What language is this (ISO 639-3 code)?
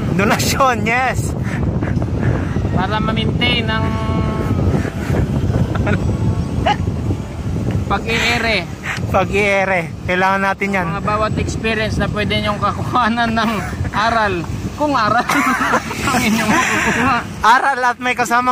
fil